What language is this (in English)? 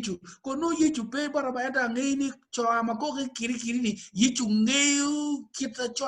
Acoli